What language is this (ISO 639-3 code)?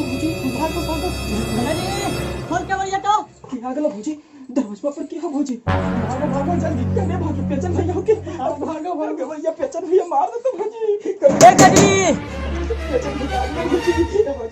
mag